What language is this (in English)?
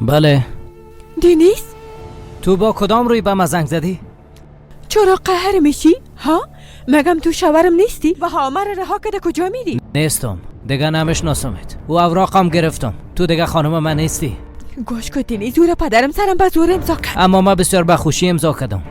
Persian